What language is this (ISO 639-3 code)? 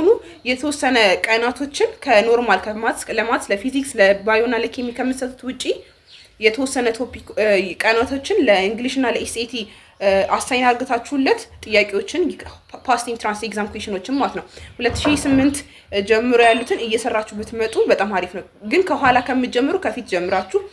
amh